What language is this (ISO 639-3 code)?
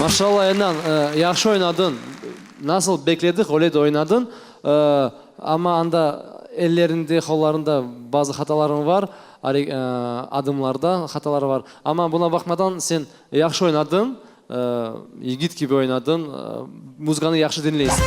crh